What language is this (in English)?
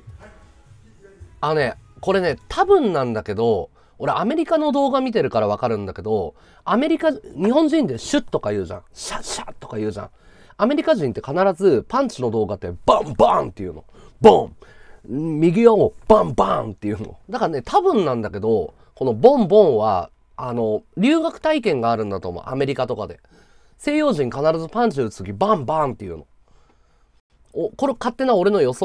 Japanese